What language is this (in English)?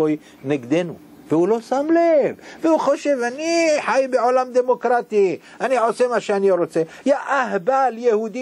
Hebrew